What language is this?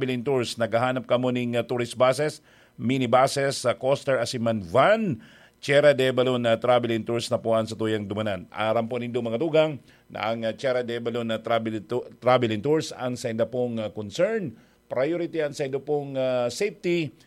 Bikol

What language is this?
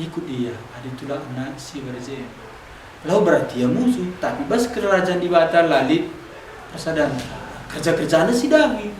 Batak Karo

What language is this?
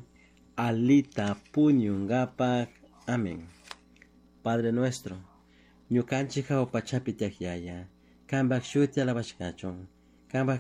Chimborazo Highland Quichua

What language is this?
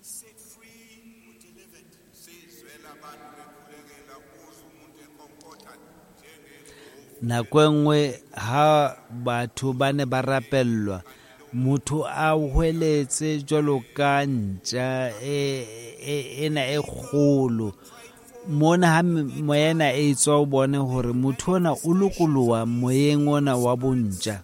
Southern Sotho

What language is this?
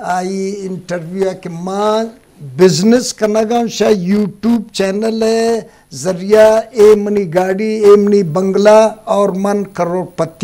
Eastern Balochi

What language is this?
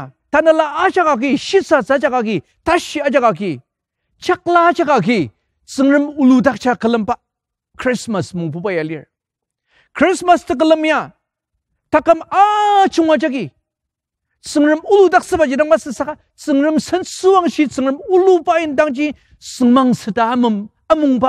Ao Naga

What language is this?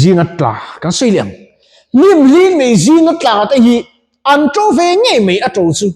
Mizo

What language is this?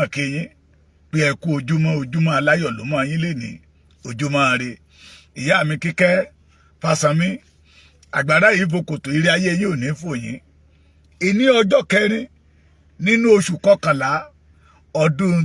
Yoruba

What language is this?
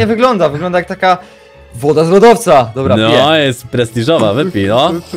Polish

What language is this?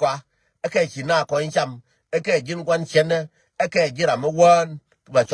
Nuer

